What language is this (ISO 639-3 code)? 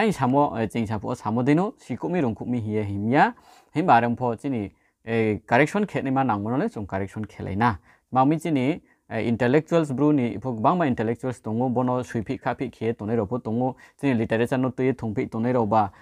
ria